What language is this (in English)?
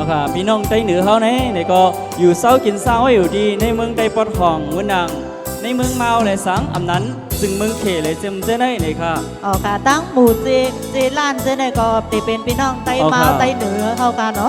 Shan